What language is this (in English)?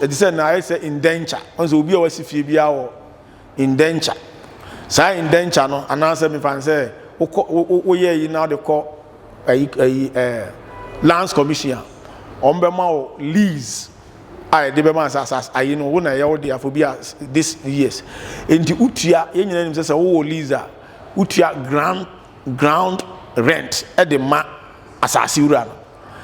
Akan